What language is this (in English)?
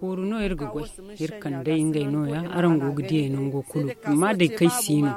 Zarma